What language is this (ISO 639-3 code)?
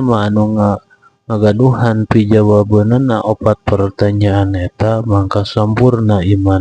sun